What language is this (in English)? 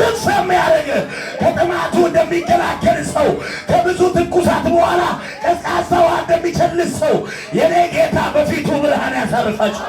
Amharic